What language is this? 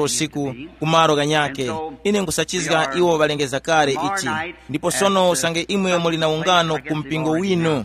Tumbuka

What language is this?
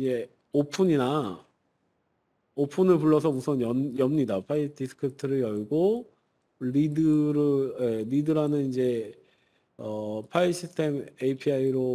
Korean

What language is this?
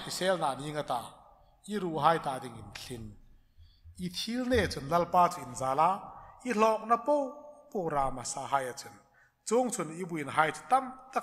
Hmar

